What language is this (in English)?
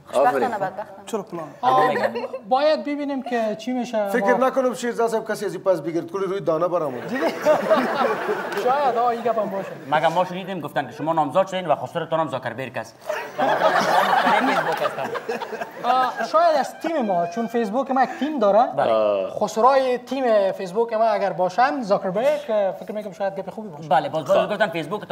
Persian